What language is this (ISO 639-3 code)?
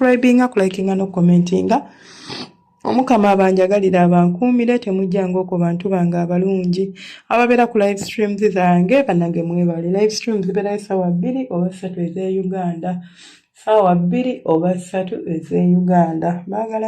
lug